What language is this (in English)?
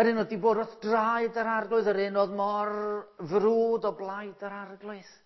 Welsh